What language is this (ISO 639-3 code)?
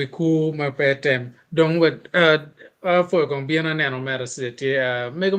ach